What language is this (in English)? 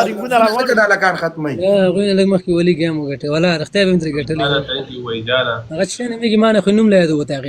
Pashto